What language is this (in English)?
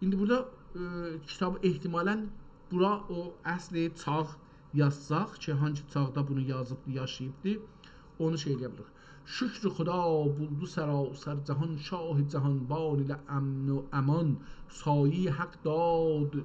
South Azerbaijani